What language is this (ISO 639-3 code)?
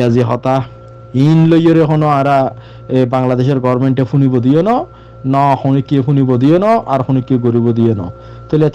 rhg